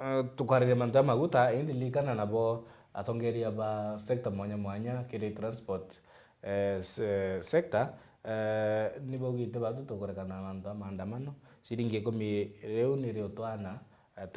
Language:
Meru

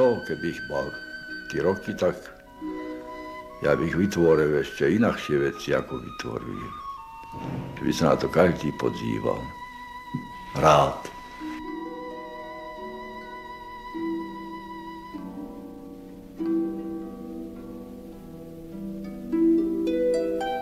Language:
Slovak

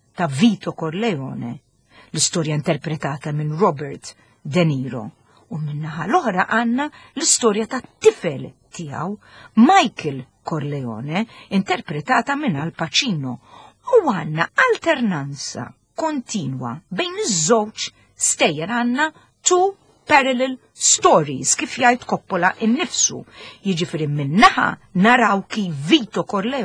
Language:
Maltese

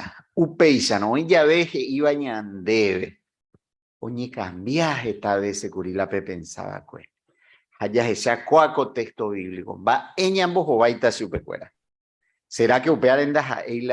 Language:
Guarani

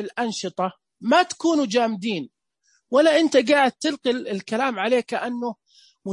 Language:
Najdi Arabic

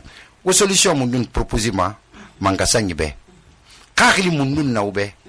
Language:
Susu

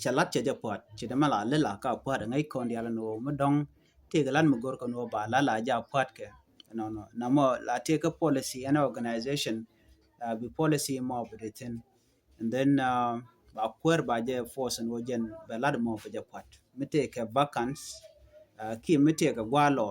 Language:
Nuer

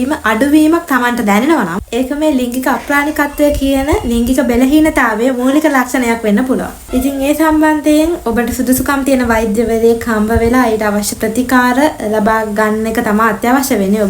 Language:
Sinhala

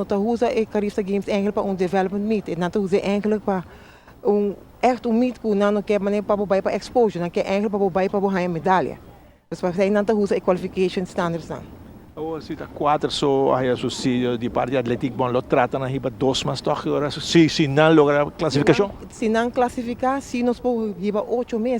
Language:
Papiamento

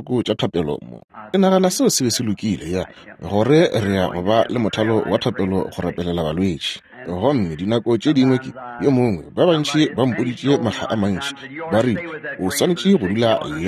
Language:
Northern Sotho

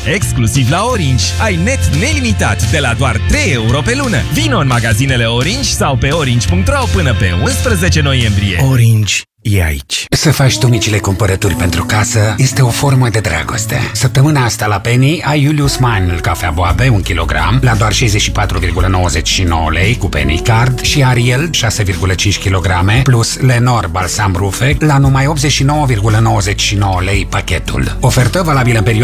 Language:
Romanian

